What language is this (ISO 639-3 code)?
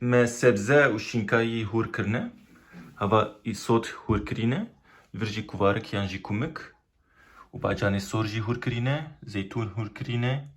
kur